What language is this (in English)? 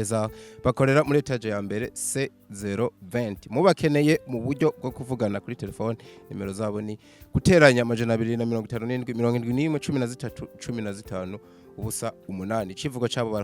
Rundi